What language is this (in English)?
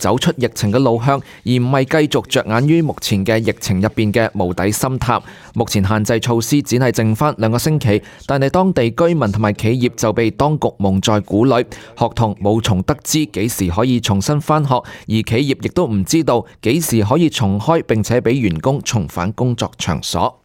Cantonese